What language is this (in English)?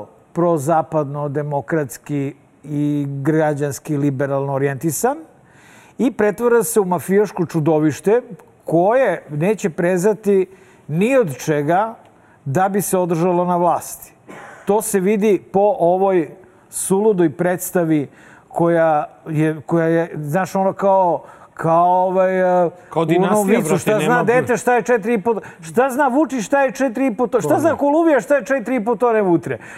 Serbian